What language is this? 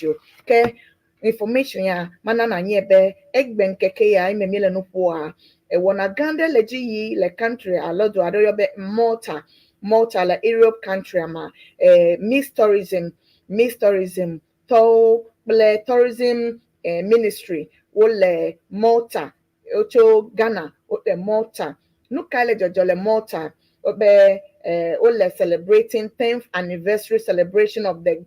Ewe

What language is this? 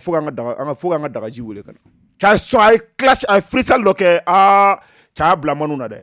Bambara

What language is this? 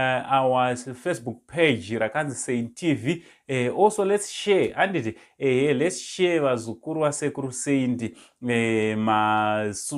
Shona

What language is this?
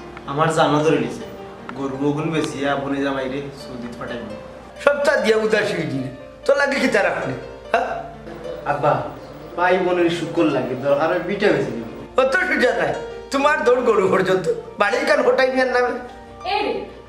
Sylheti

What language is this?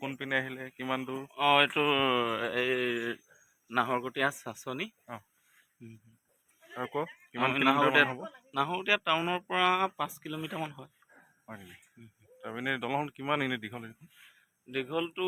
Assamese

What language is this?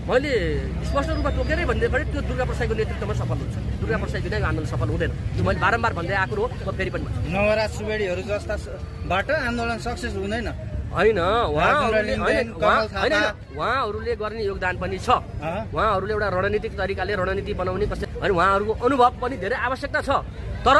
Nepali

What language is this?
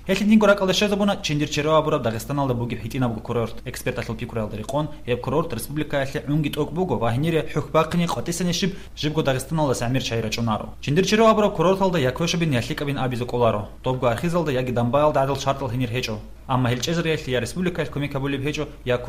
Avaric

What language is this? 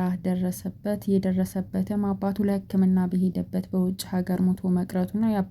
Amharic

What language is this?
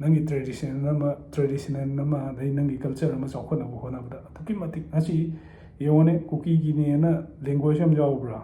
Manipuri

